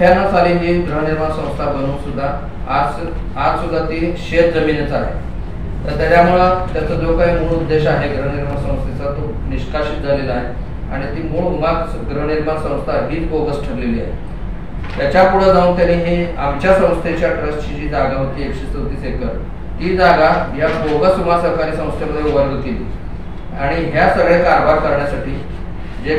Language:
Marathi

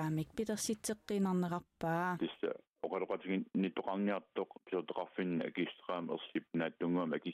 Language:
Kalaallisut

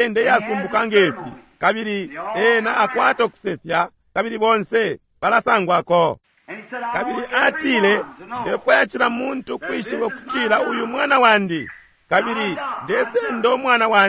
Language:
Bemba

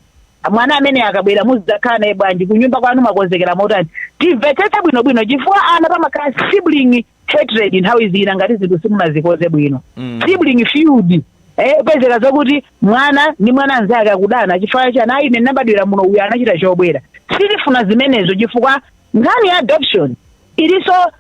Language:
Nyanja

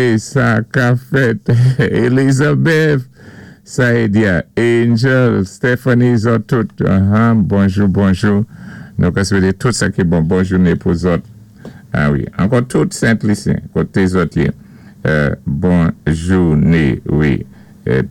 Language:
Saint Lucian Creole French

